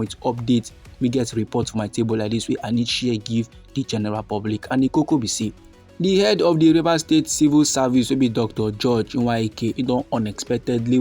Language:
Nigerian Pidgin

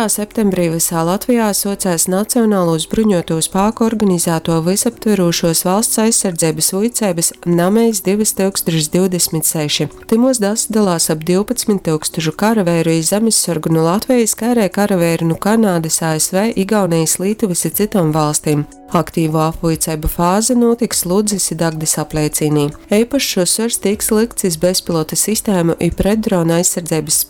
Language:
Latgalian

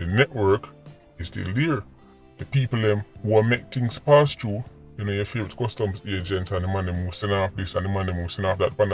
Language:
Jamaican Creole English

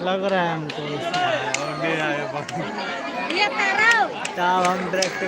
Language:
Maithili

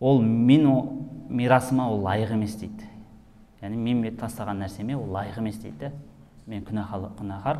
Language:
Kazakh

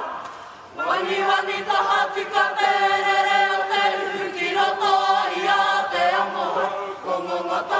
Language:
Māori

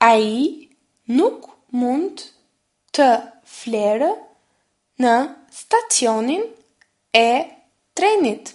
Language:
Albanian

